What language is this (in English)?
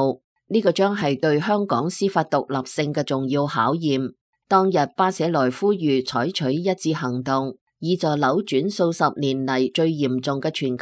Cantonese